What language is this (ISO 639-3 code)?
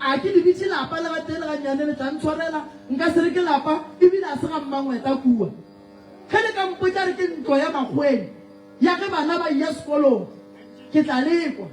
nso